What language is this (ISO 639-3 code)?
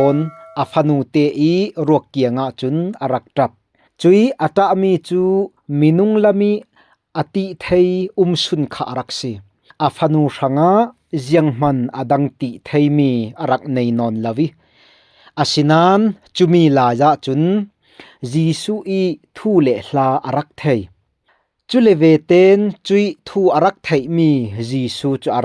cfm